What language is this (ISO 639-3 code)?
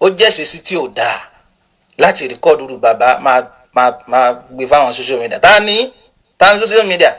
yor